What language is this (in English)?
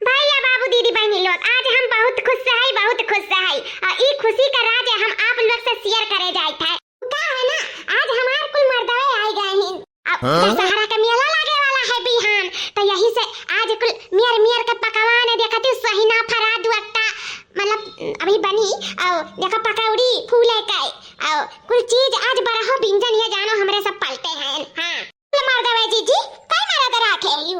Awadhi